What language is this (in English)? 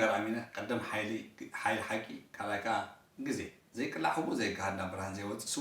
Tigrinya